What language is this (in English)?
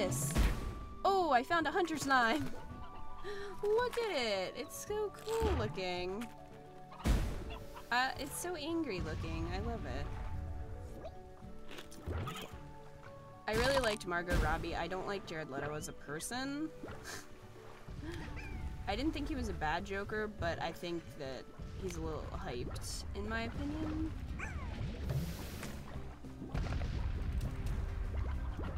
English